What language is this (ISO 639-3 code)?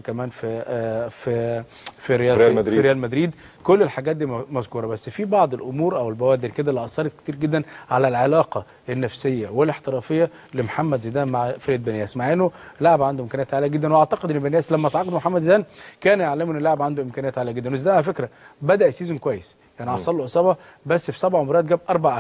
arz